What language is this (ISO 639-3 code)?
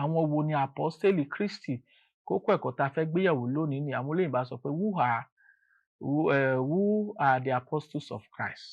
yor